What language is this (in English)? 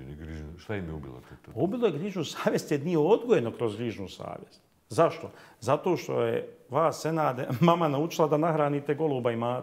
Bosnian